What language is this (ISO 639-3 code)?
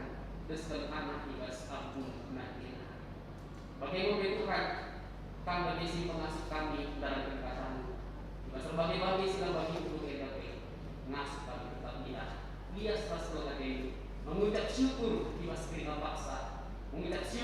btx